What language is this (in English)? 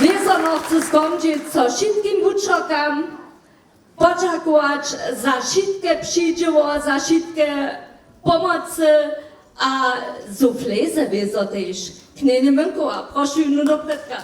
Upper Sorbian